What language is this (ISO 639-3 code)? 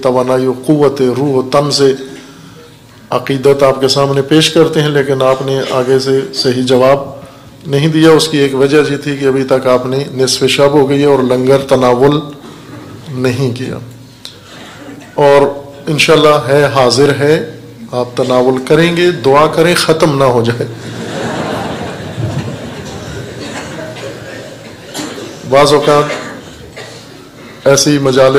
urd